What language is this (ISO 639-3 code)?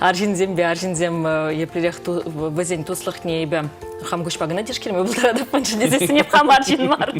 chv